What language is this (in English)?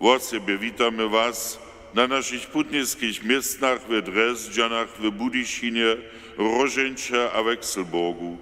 Upper Sorbian